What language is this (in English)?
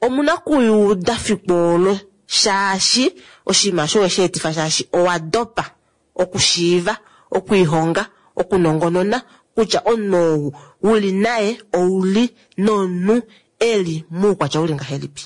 Kuanyama